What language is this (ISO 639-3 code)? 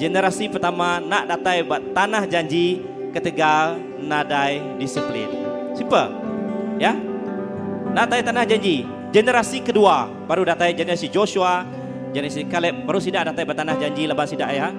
iba